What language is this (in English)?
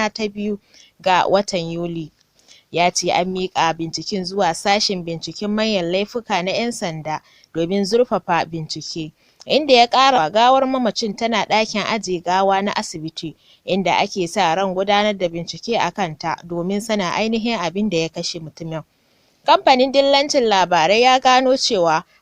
Hausa